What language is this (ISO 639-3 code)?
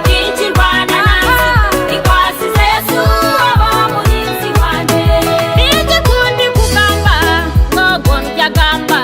nyn